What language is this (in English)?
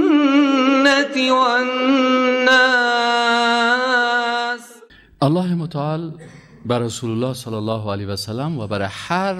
Persian